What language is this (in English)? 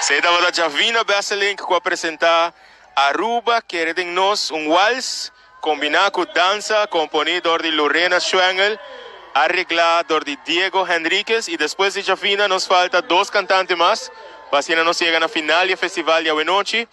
Papiamento